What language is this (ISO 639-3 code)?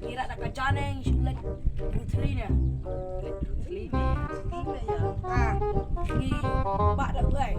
kha